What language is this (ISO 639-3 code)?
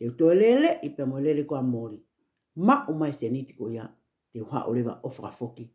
ton